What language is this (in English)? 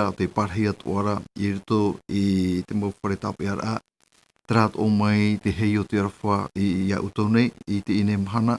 Tahitian